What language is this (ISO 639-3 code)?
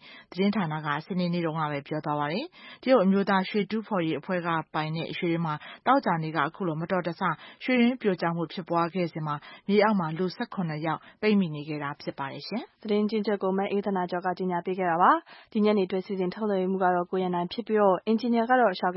mya